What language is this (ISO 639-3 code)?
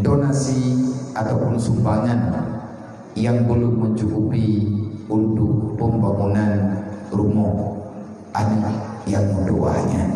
ace